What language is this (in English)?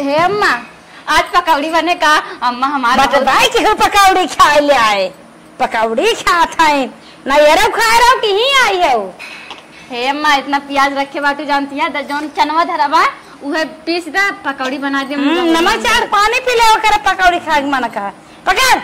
Awadhi